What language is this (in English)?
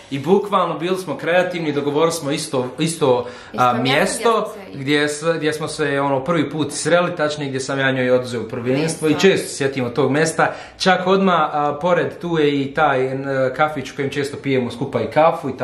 Bosnian